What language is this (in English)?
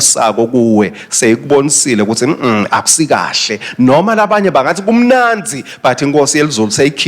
Swati